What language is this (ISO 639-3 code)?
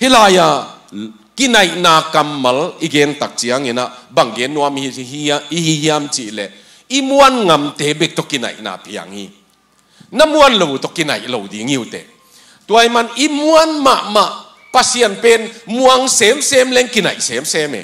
ctd